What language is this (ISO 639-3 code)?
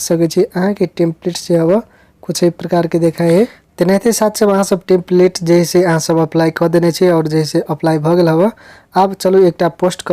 mai